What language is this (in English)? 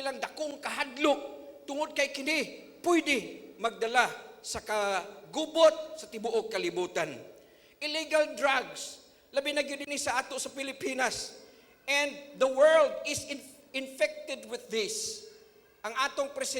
Cebuano